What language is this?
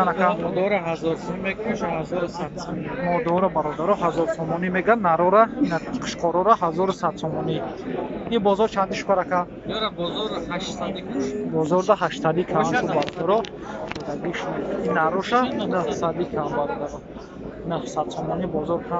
Tajik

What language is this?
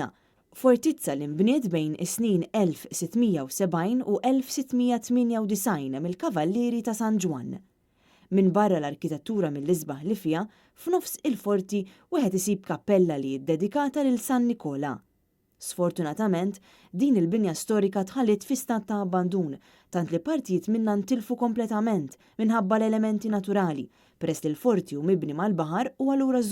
Maltese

